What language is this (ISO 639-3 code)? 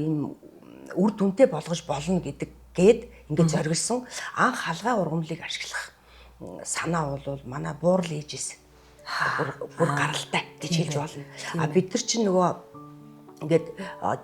mon